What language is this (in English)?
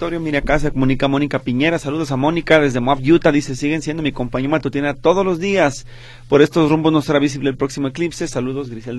Spanish